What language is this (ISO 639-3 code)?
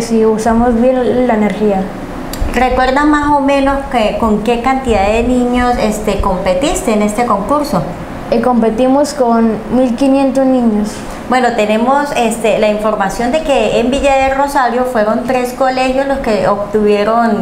spa